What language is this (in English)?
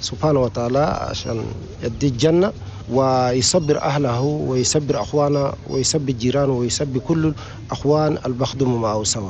Chadian Arabic